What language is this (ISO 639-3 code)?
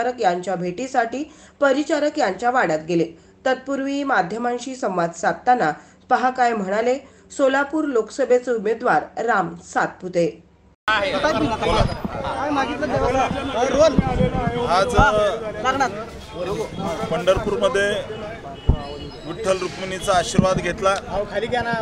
mar